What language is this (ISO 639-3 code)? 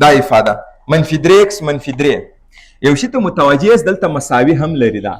pus